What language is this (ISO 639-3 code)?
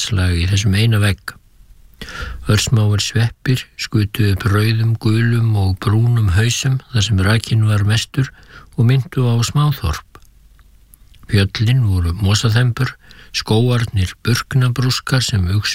isl